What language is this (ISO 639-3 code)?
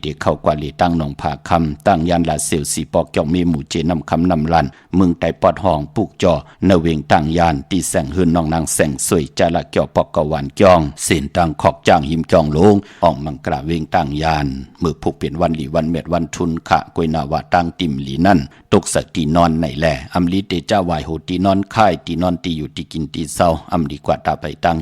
shn